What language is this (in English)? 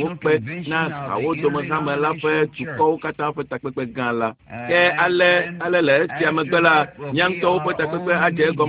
Ewe